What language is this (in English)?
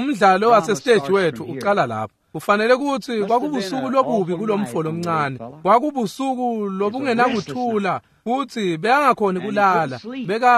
Swati